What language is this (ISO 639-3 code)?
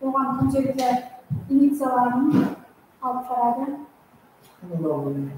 kaa